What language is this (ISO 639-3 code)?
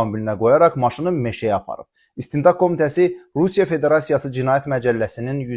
aze